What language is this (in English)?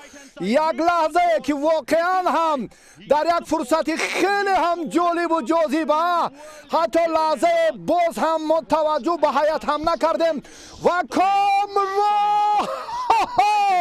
Tajik